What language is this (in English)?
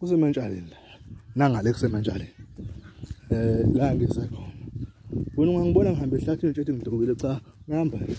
Zulu